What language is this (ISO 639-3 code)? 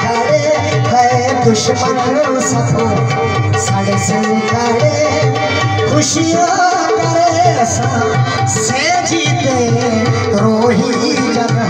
skr